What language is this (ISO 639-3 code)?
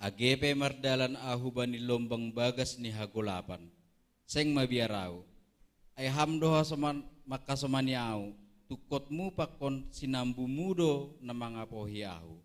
bts